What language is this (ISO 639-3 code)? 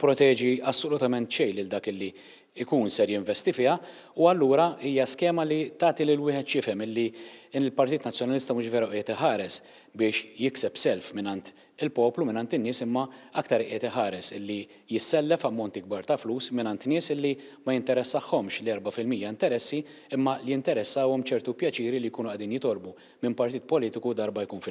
mlt